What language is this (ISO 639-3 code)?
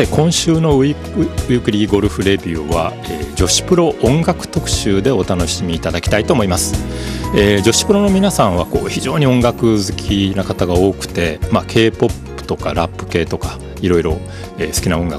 jpn